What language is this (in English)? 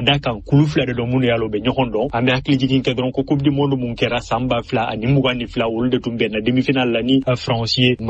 Bambara